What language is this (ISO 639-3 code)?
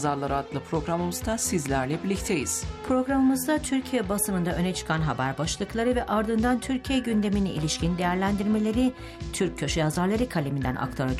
tur